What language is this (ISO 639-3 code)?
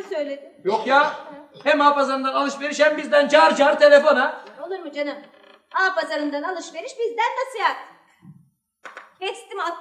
tur